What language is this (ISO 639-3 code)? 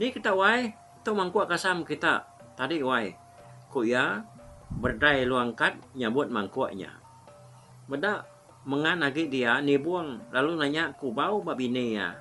iba